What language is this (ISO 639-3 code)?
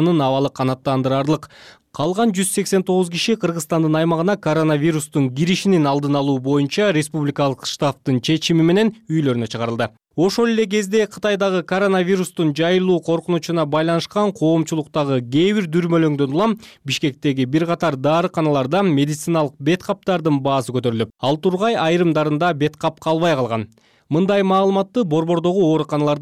kir